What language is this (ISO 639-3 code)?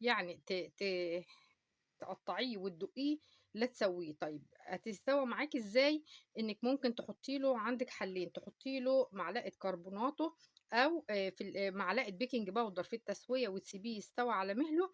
arz